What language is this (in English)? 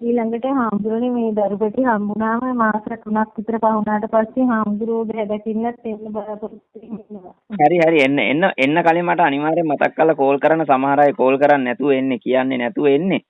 Sinhala